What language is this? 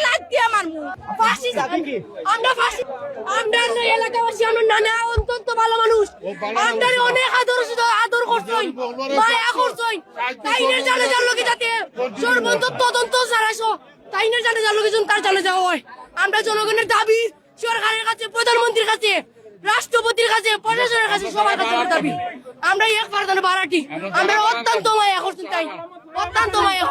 Sylheti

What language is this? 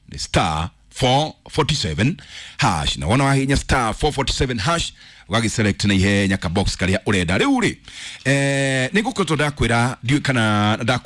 Kikuyu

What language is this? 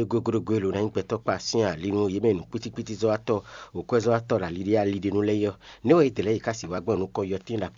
Fon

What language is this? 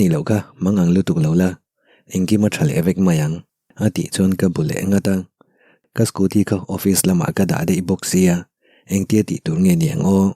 Mizo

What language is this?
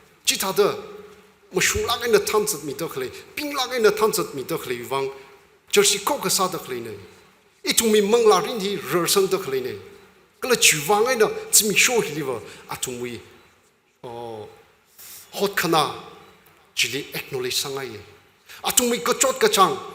Tangkhul Naga (India)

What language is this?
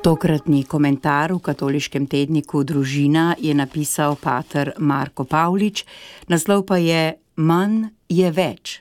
Slovenian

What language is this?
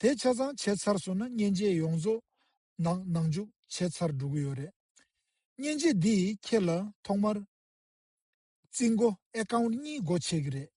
Tibetan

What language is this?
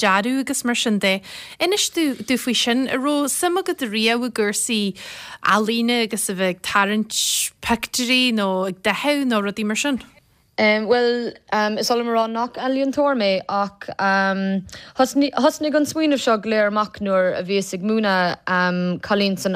Irish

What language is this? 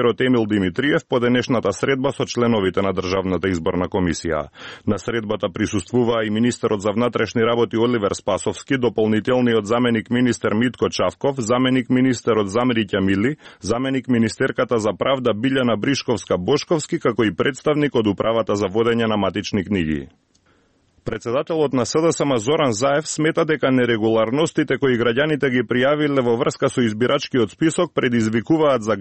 Macedonian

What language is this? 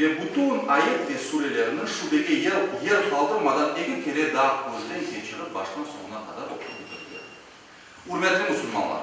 Crimean Tatar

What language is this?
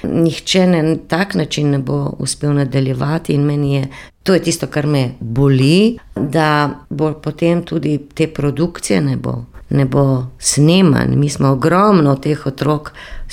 Slovenian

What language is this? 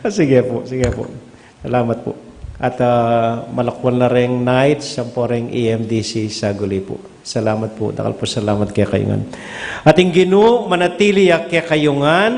Pampanga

